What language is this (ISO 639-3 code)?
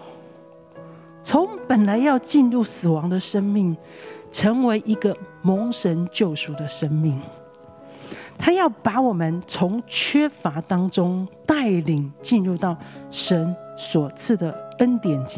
zho